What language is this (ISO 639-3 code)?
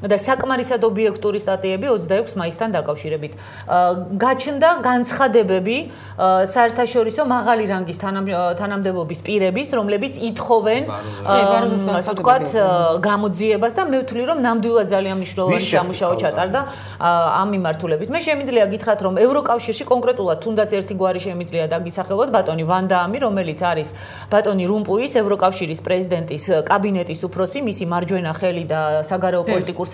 kat